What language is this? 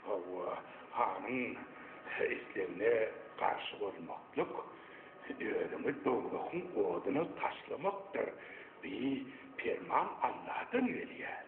Turkmen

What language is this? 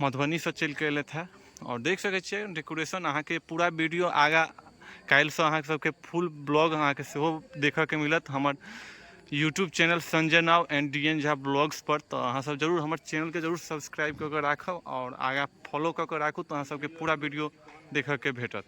Maithili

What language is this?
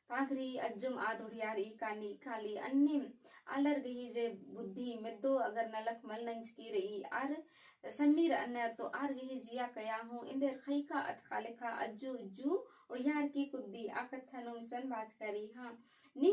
Kurukh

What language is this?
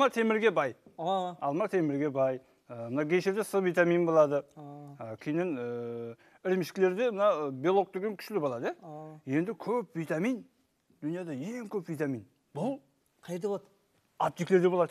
Kara-Kalpak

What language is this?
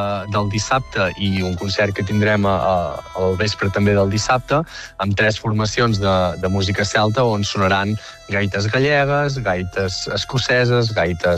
Catalan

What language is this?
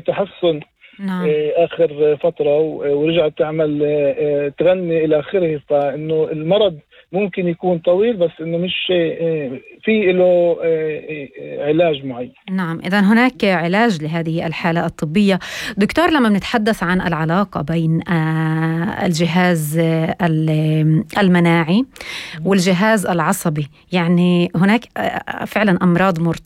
North Levantine Arabic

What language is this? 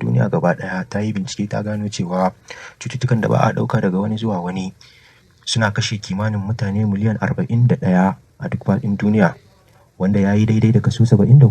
Hausa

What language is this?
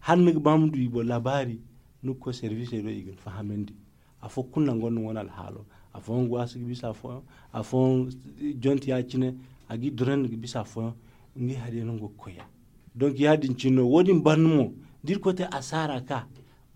Zarma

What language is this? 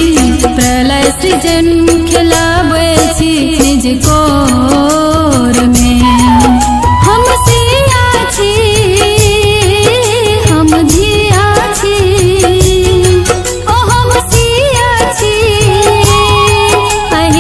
Maithili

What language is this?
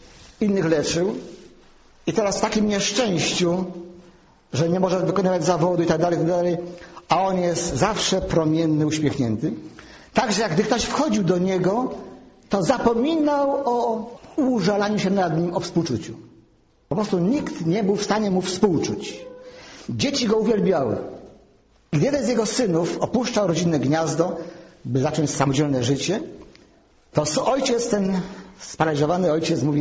Polish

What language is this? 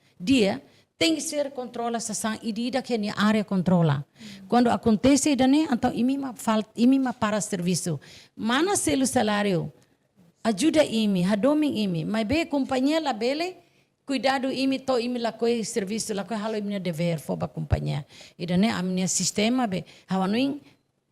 Tetum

